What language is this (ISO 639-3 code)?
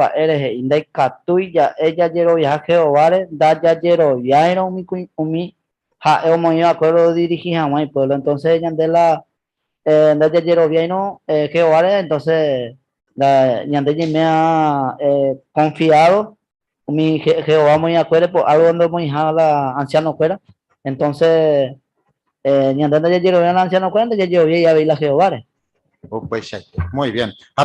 grn